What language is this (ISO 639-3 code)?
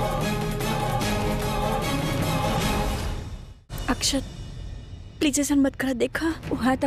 bho